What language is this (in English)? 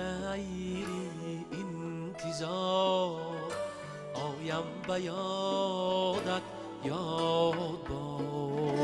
Tajik